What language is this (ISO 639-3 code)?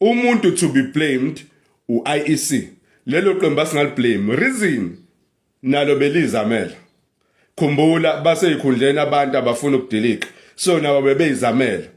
zul